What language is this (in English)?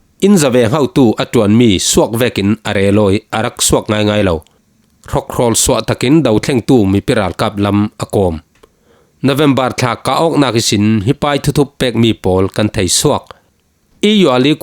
Falam Chin